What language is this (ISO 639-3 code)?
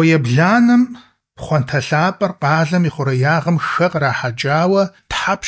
kbd